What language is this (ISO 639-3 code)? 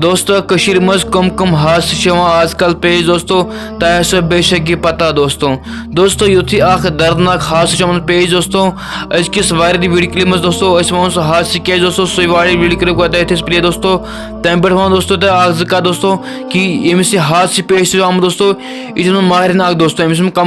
kas